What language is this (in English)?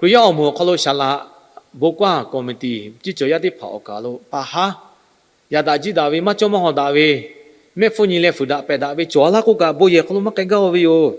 Lahu